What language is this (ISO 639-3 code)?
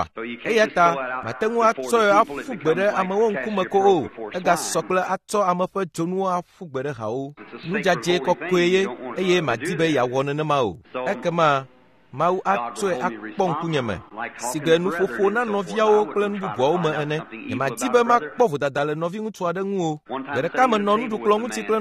ewe